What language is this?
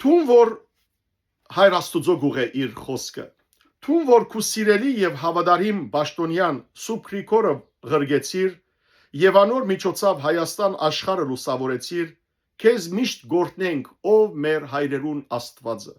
Western Armenian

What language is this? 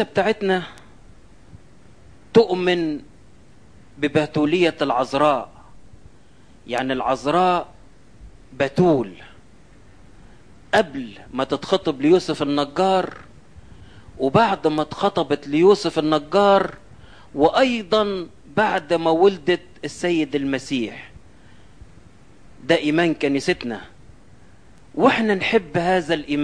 Egyptian Arabic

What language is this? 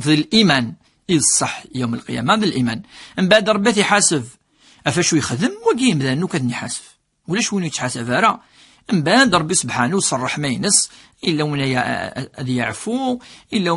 Kabyle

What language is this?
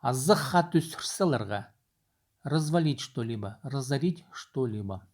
Khakas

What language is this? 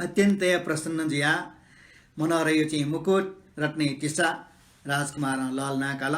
Newari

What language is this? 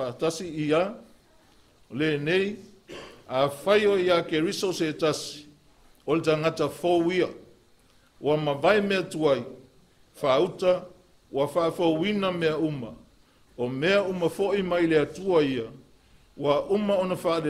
Samoan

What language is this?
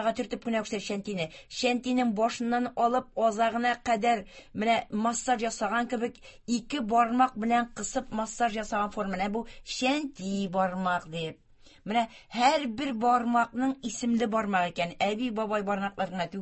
Tatar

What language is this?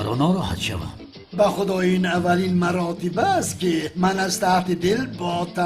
Tajik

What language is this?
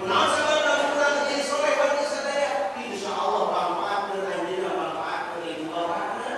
Sundanese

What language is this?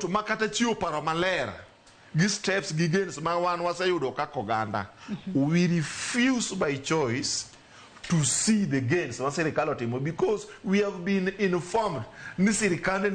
Luo (Kenya and Tanzania)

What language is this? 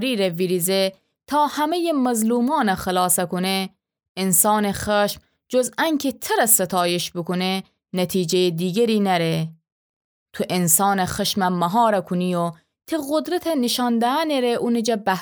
Gilaki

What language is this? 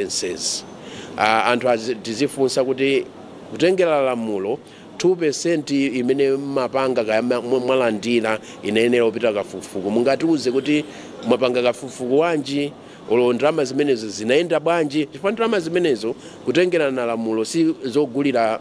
Nyanja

